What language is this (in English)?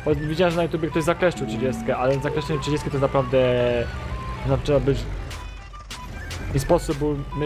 Polish